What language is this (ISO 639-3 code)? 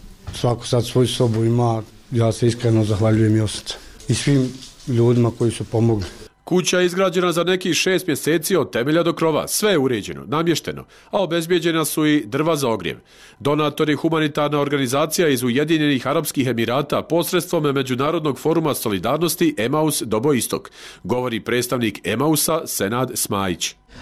bos